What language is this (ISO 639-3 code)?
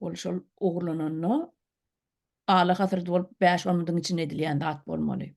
tuk